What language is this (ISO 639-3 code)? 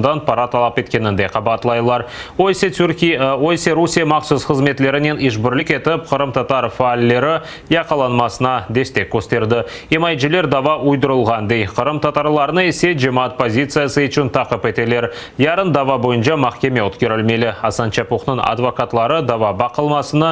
crh